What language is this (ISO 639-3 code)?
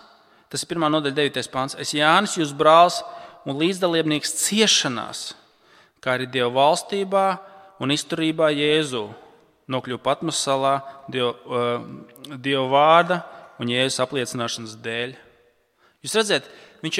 lav